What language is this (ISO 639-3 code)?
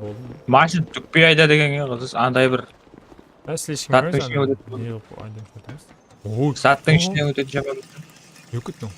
kaa